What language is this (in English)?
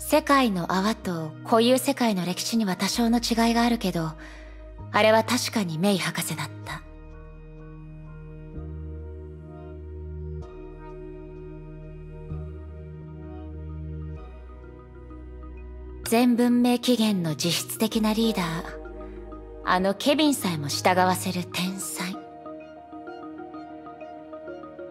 Japanese